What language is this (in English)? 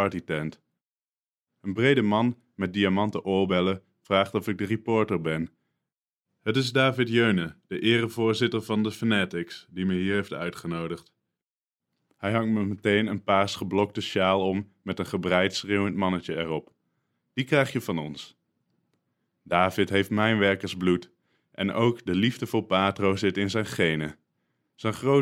Dutch